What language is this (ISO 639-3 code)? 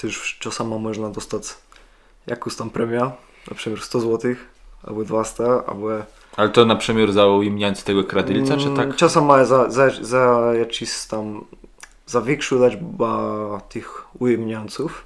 csb